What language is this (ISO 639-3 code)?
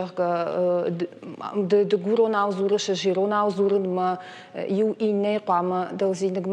oss